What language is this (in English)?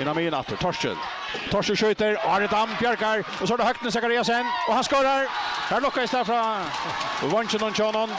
Faroese